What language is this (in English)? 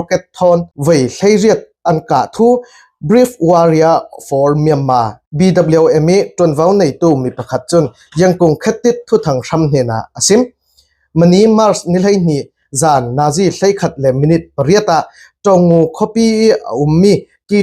Falam Chin